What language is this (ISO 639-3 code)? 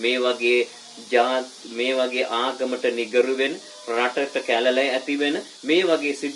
sin